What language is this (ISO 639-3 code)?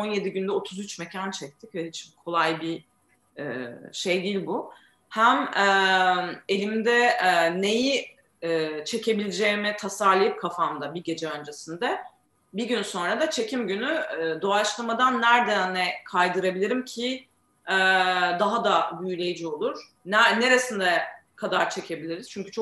tur